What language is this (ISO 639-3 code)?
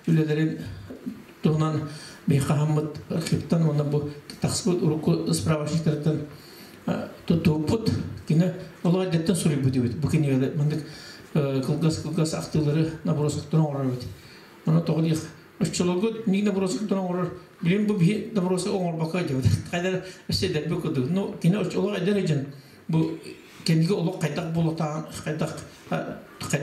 sah